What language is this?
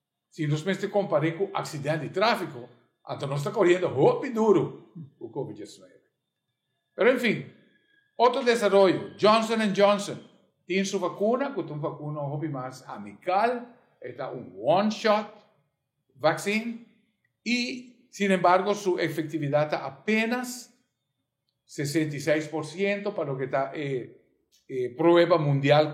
Papiamento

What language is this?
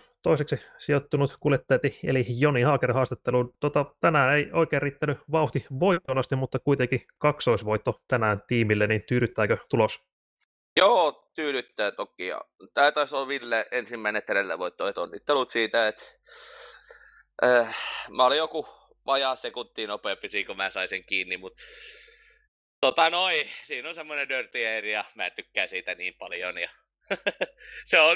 Finnish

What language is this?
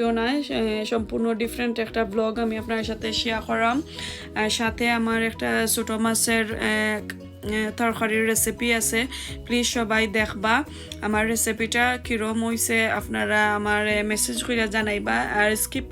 Sylheti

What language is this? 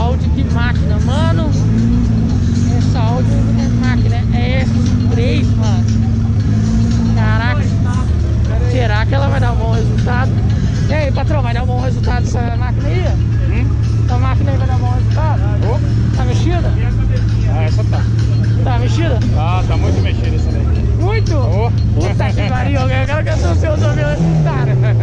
Portuguese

